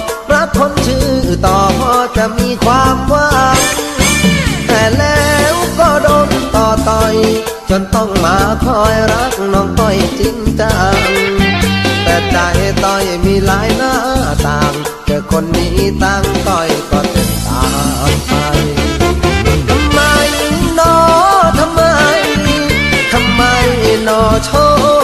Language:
Thai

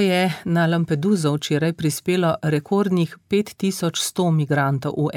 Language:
Slovenian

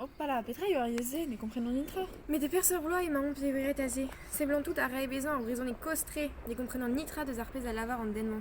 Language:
Breton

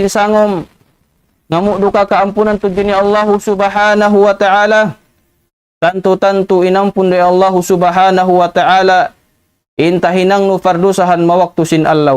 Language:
Tausug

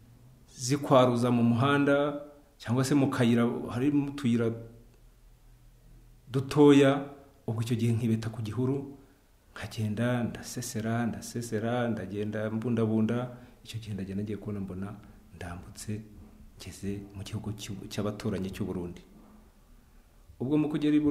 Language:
Kinyarwanda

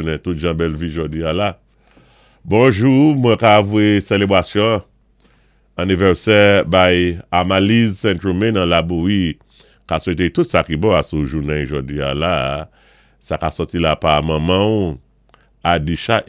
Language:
Saint Lucian Creole French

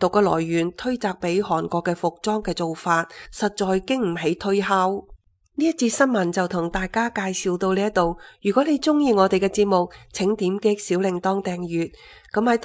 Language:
Cantonese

